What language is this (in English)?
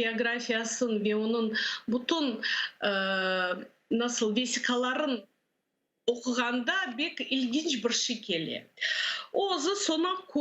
Crimean Tatar